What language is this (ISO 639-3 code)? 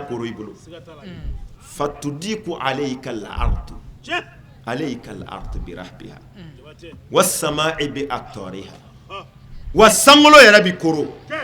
bam